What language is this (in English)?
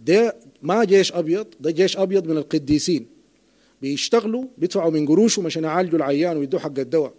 Sudanese Arabic